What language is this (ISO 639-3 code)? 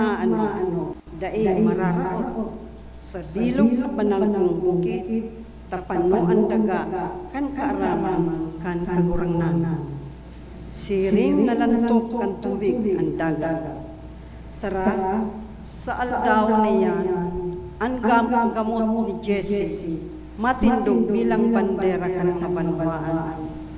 bik